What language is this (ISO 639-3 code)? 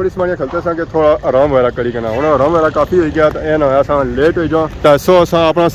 phr